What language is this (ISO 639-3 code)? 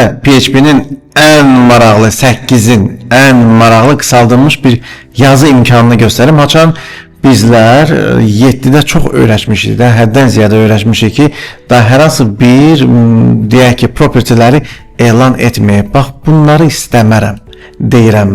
aze